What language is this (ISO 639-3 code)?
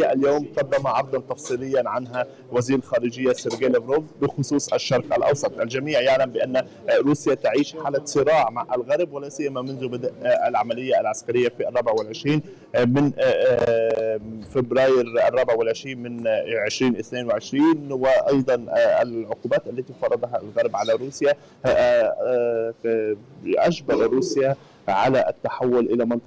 ara